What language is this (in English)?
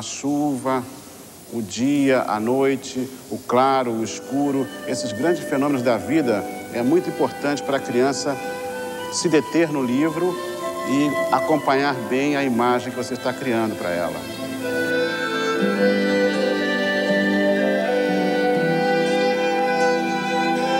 Portuguese